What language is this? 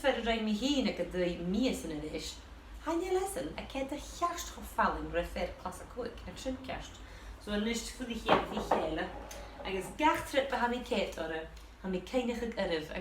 Scottish Gaelic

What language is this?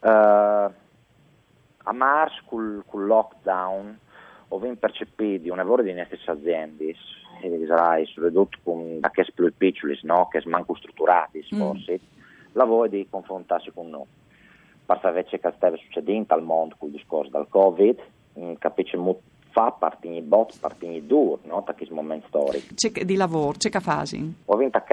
Friulian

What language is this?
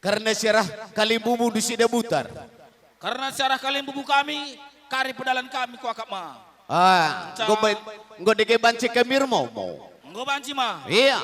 Batak Karo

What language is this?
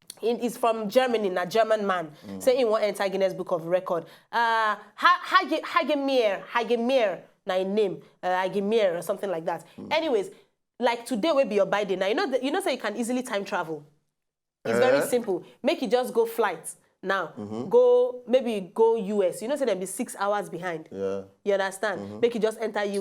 Nigerian Pidgin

